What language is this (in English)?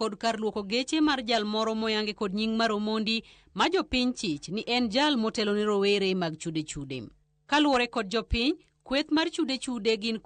Luo (Kenya and Tanzania)